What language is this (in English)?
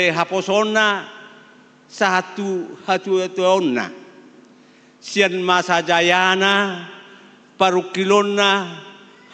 Batak Toba